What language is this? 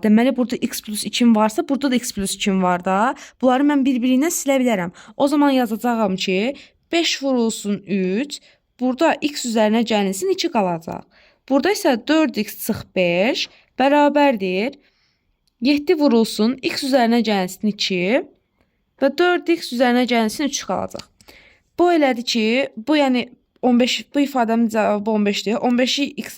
Azerbaijani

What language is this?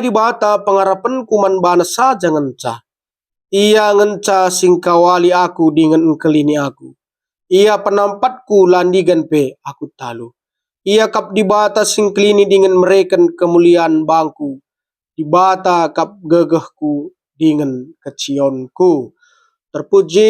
Batak Karo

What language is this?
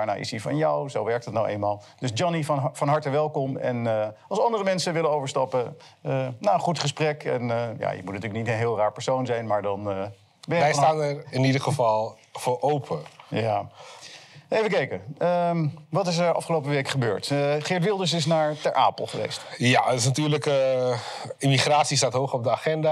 Dutch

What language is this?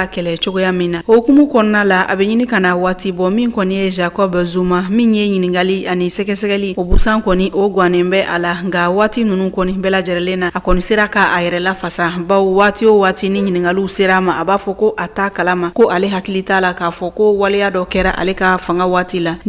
Bambara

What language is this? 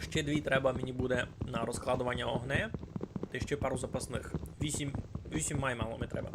Rusyn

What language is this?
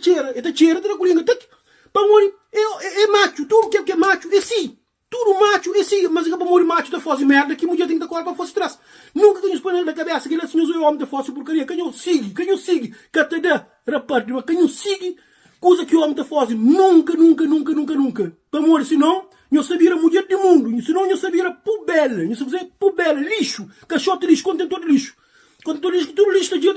Kabuverdianu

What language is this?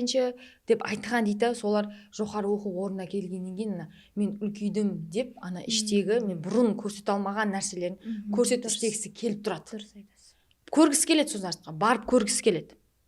Kara-Kalpak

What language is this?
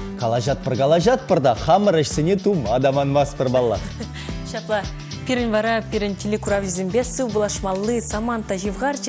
Chuvash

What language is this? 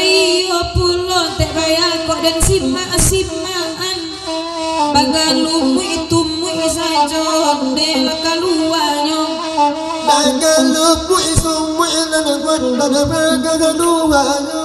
Minangkabau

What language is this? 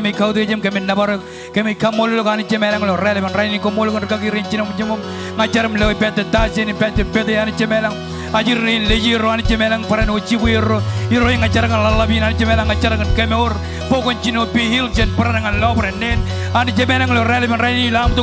Marshallese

